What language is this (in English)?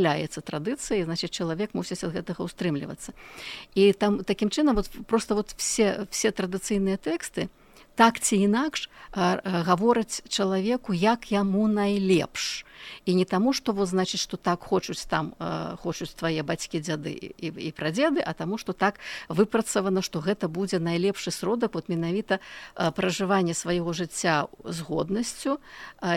Belarusian